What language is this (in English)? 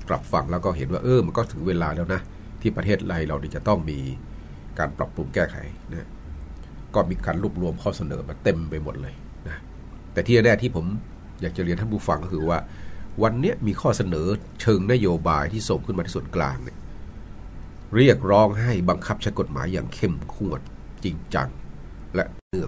Thai